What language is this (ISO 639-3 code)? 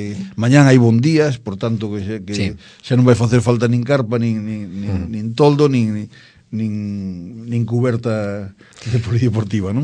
glg